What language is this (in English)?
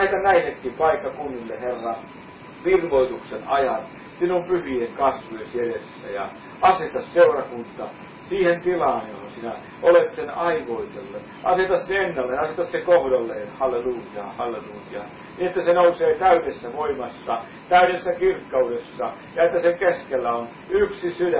Finnish